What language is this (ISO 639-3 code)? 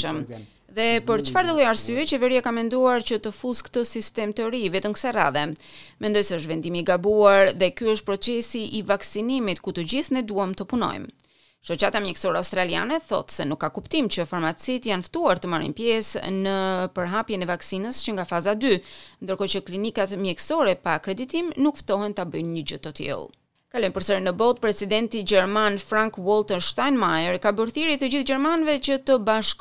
sqi